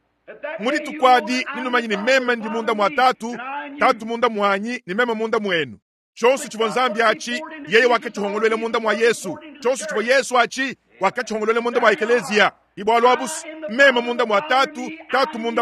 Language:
Luba-Lulua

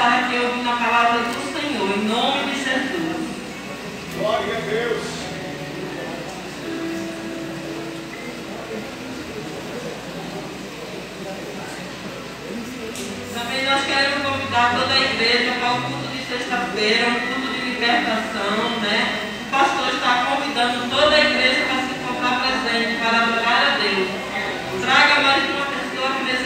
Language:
Portuguese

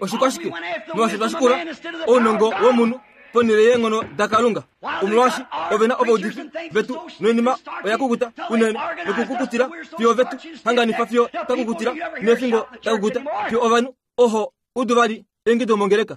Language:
Kuanyama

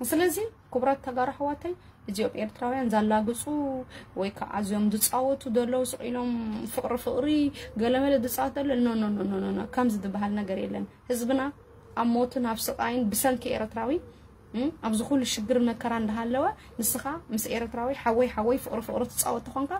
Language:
Tigrinya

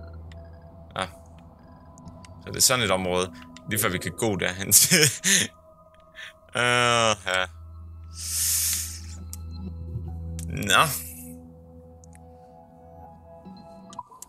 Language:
Danish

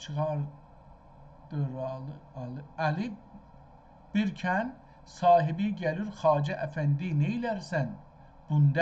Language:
South Azerbaijani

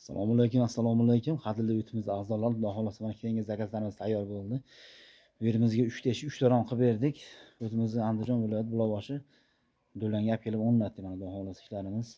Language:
Uzbek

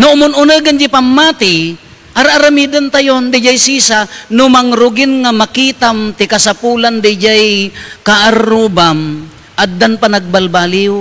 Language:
Iloko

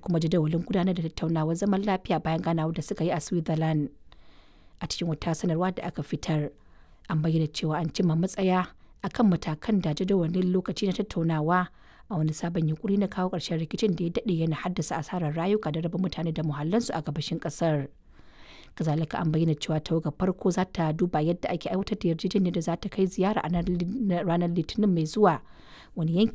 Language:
Hausa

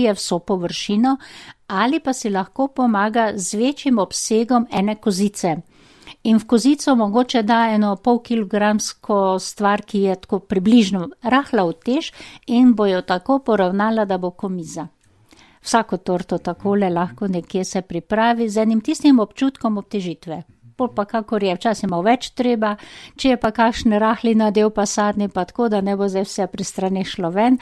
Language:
Slovenian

